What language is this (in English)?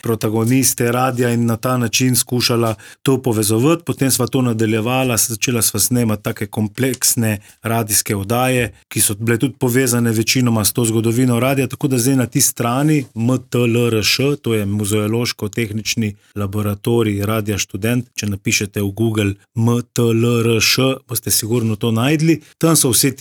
Slovenian